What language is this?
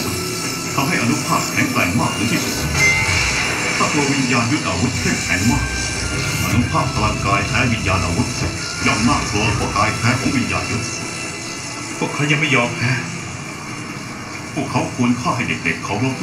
Thai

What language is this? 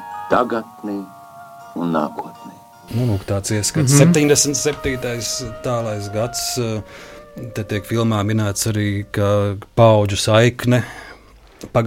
Latvian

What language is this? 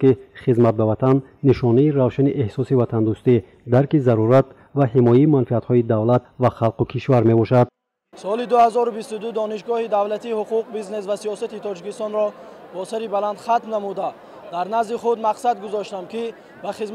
Tajik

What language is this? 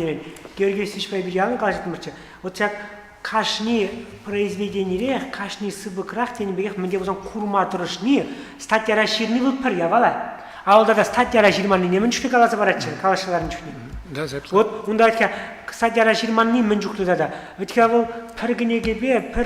Chuvash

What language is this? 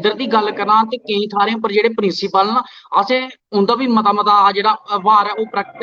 Dogri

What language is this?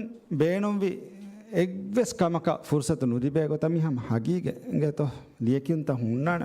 Divehi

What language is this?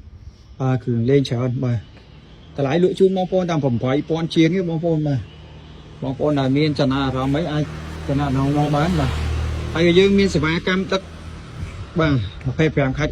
Khmer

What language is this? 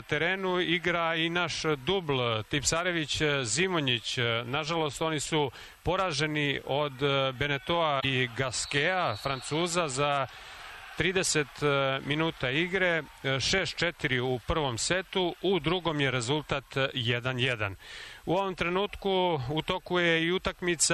Serbian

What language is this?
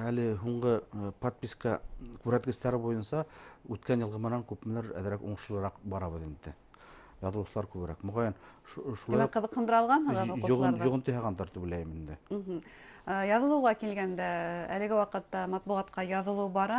Bashkir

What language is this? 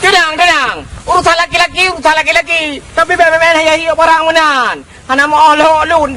Achinese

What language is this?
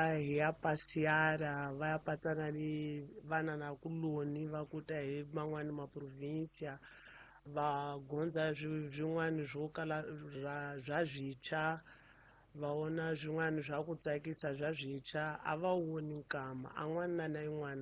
Tsonga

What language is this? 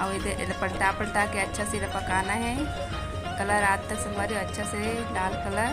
Chhattisgarhi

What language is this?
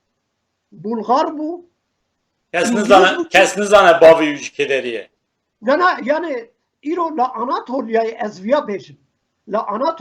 Kurdish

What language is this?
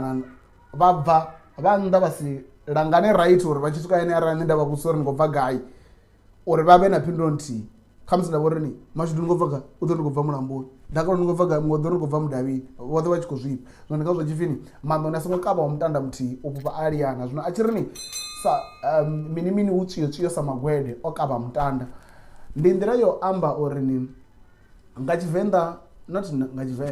Venda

